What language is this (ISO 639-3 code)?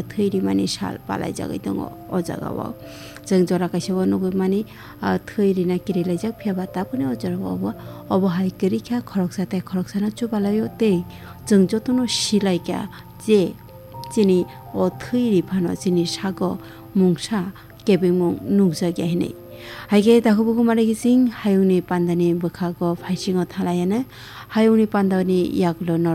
trp